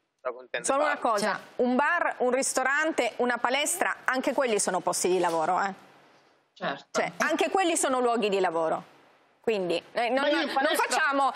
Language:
Italian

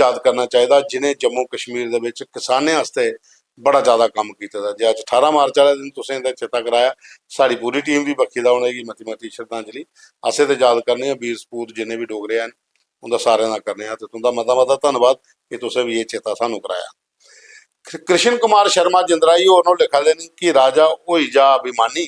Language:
Dogri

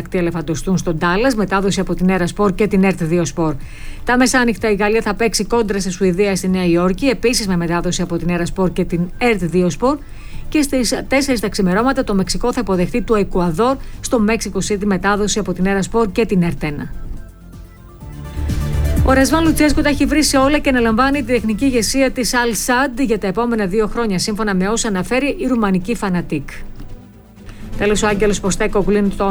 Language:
Greek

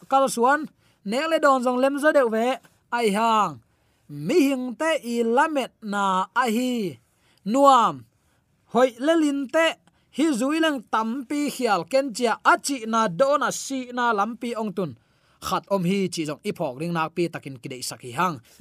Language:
Tedim Chin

